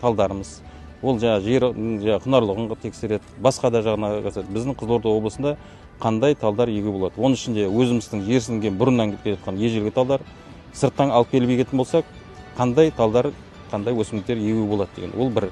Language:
Kazakh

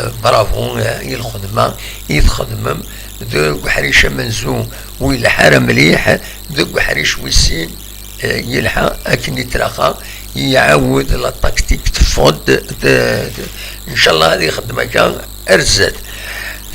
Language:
Kabyle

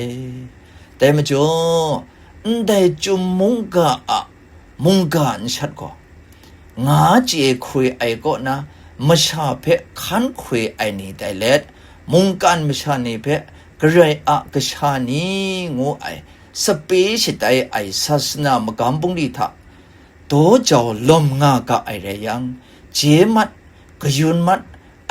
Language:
Kachin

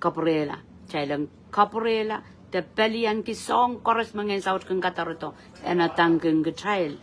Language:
Pohnpeian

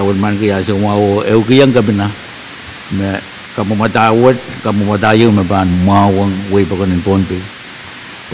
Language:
Pohnpeian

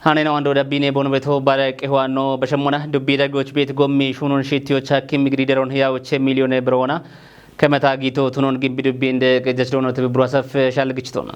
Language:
Kafa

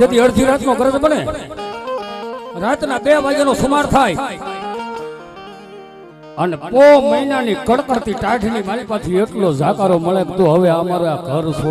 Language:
Gujarati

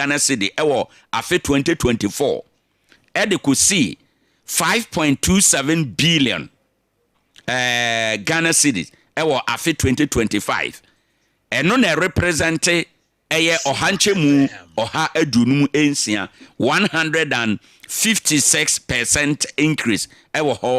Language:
Akan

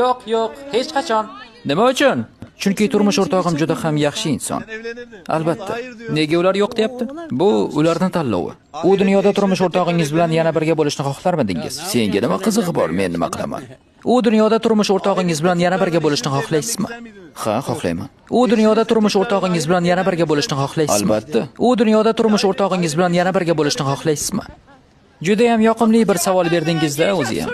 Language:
Uzbek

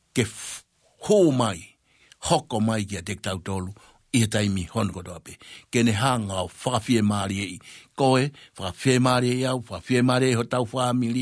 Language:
Tongan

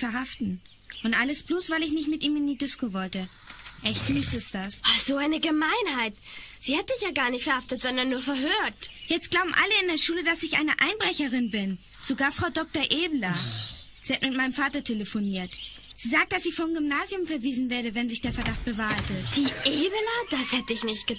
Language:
German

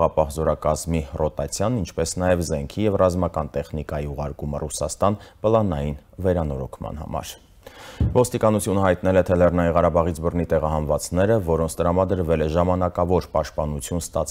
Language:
Armenian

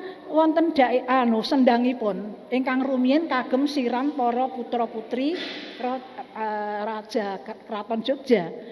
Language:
Javanese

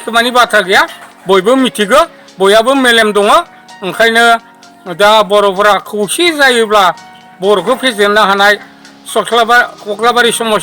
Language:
Bodo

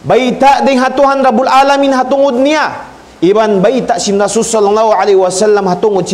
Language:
Tausug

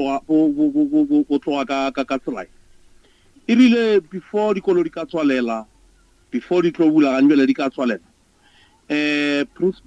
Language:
Northern Sotho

